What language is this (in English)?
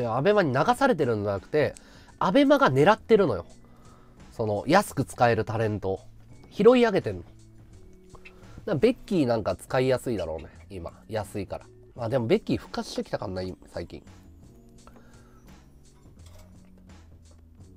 Japanese